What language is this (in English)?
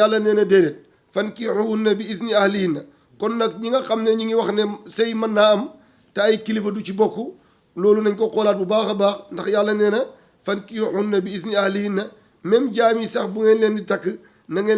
Wolof